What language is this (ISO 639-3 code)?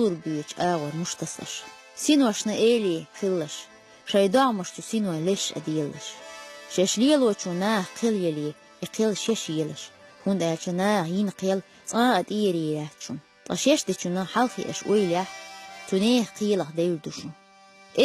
che